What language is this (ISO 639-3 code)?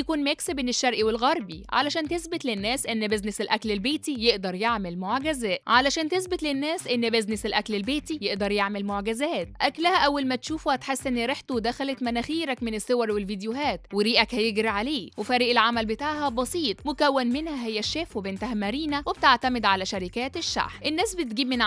arz